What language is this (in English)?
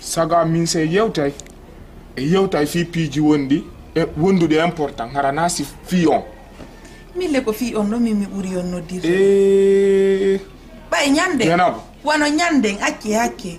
Fula